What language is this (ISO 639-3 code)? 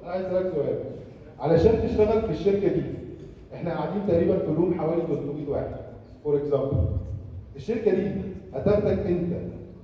arz